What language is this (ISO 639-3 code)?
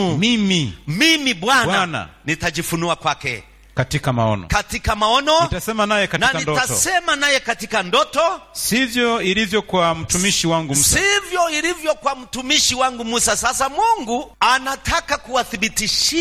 swa